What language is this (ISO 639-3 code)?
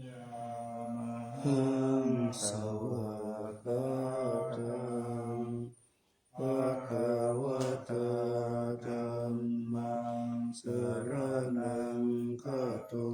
pli